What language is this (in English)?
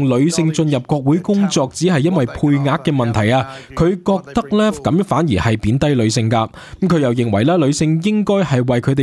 Cantonese